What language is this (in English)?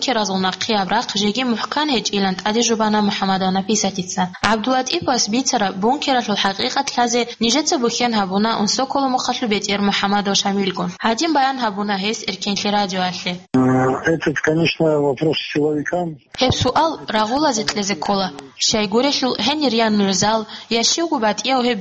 Avaric